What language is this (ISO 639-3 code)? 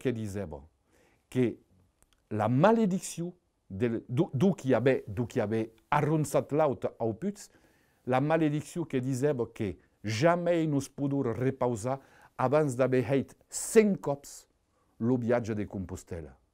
oci